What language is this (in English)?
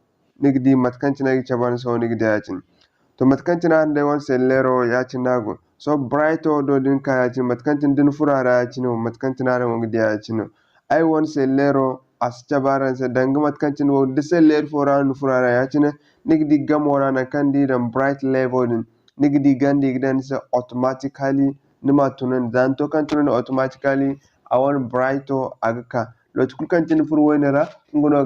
Zarma